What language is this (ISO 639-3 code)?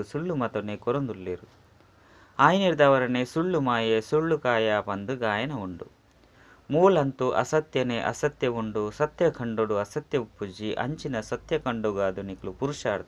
tcy